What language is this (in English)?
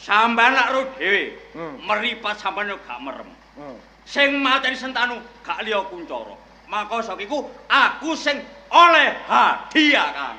Javanese